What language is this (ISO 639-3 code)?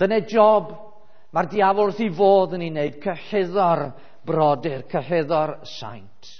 cym